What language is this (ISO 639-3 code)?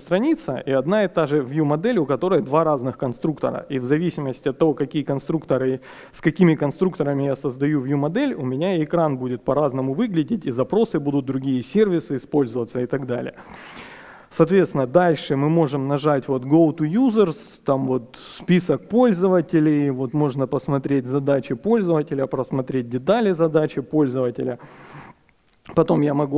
rus